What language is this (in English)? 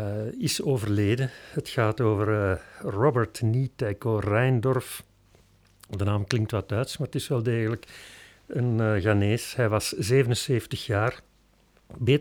Dutch